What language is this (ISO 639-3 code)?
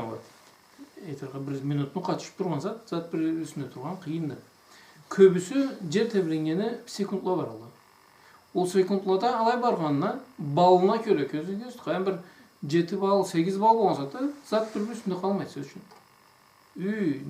krc